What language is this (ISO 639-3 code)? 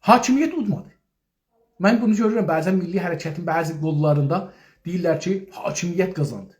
azb